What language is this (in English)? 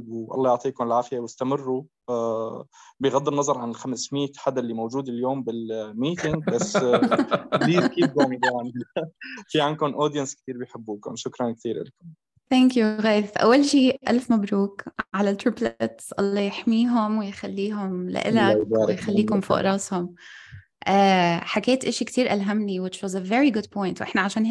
North Levantine Arabic